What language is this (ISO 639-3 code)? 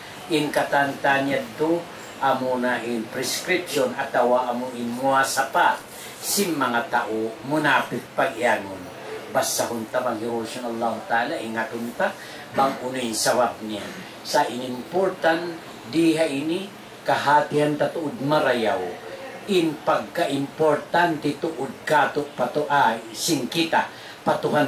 tsg